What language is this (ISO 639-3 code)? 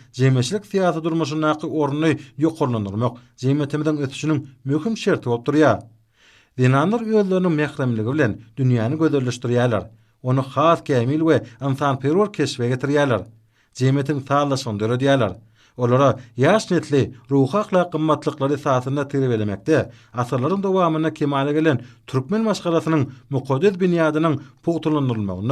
tuk